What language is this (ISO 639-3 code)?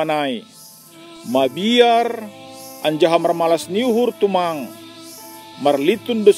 bts